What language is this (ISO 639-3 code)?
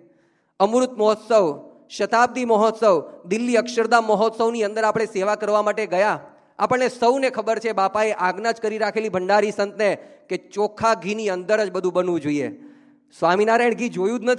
guj